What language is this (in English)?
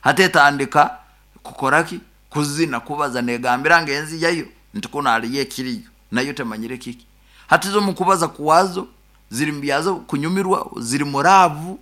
Nyankole